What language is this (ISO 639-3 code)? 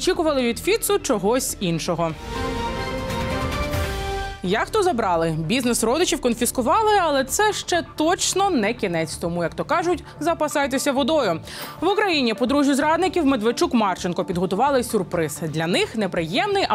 ukr